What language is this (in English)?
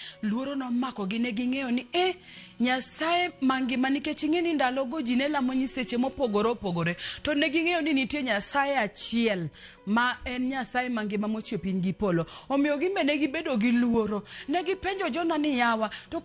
Luo (Kenya and Tanzania)